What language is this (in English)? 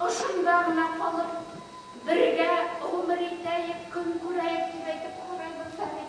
Bashkir